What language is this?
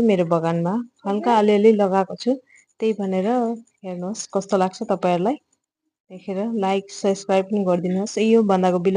Nepali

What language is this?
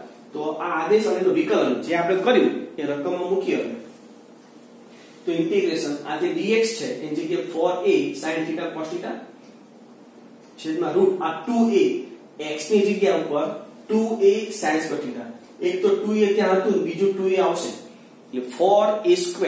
Gujarati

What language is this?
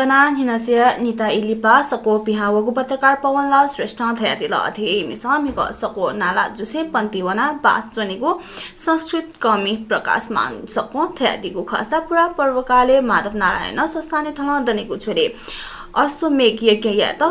Newari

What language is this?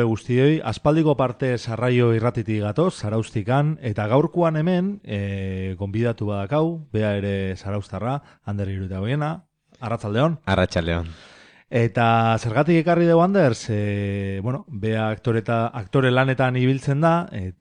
Basque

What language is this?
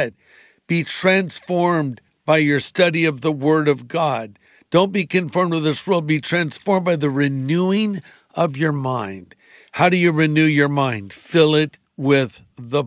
English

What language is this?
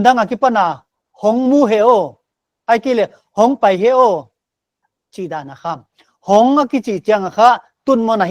Paite Chin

